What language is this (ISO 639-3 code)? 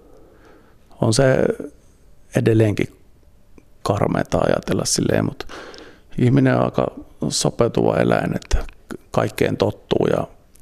fin